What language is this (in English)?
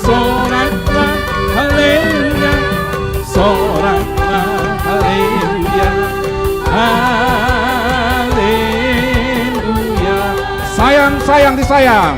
Batak Toba